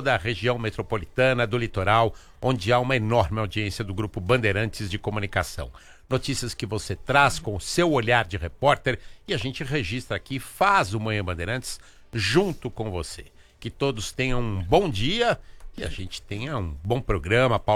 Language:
Portuguese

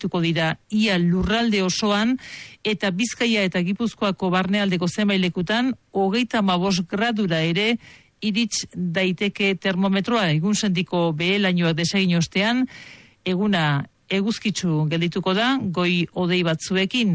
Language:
Basque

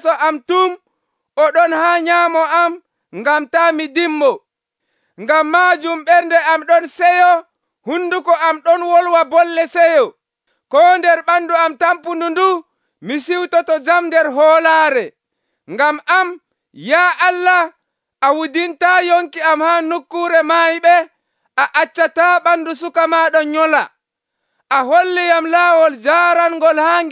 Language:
Nigerian Fulfulde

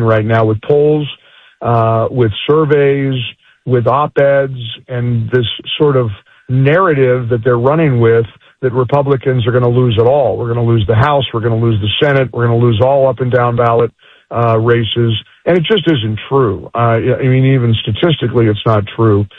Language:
English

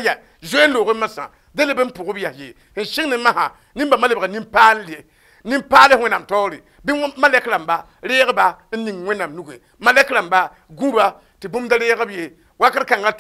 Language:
Mossi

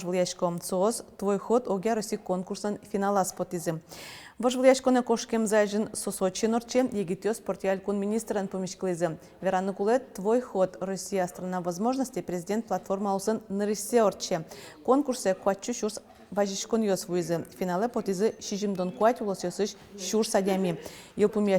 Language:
Udmurt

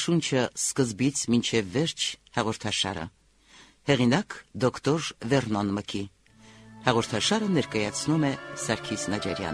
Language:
Armenian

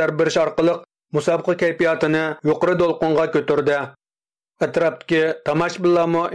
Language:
Uyghur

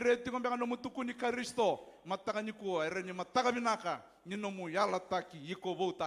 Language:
Fijian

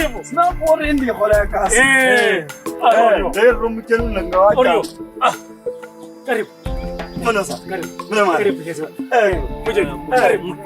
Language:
Kabras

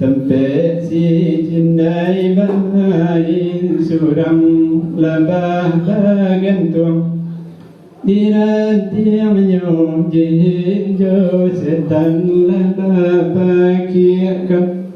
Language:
Minangkabau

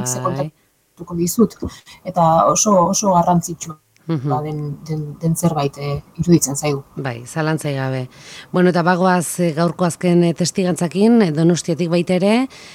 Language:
Basque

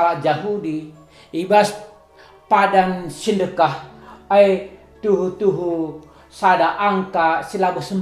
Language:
Batak Karo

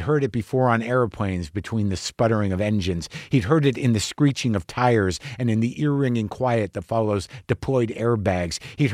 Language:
English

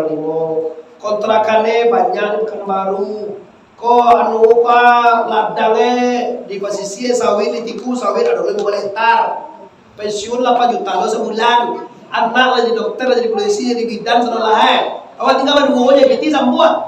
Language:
Minangkabau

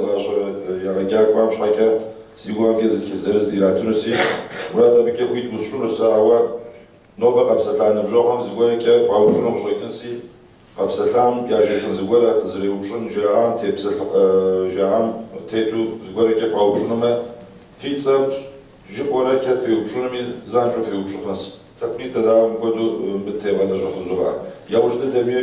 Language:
Kabardian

